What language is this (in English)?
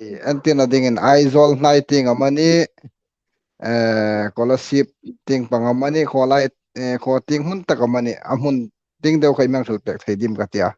Hmar